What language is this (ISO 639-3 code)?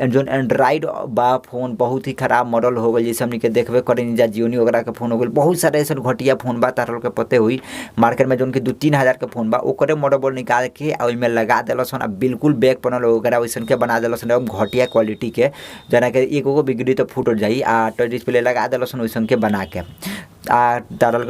bho